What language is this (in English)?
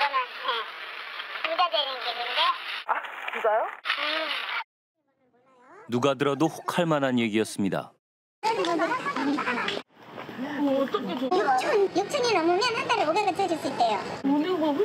Korean